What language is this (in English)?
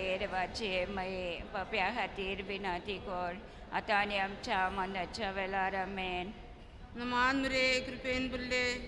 Konkani